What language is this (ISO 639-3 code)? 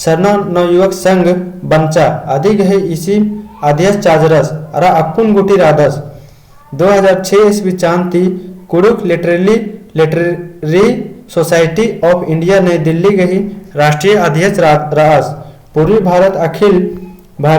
kru